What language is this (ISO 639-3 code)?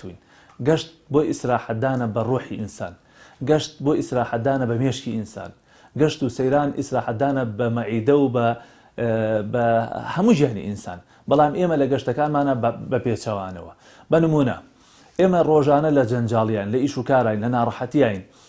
ckb